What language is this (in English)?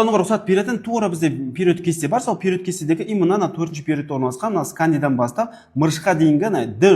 Kazakh